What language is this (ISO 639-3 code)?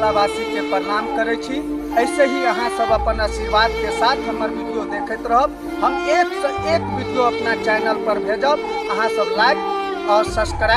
mai